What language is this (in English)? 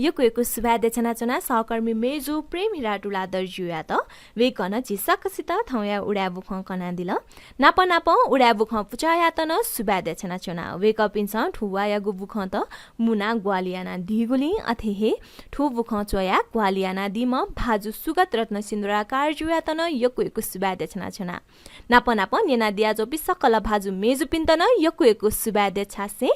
Newari